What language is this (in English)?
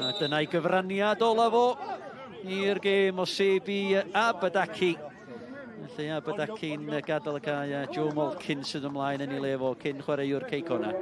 Welsh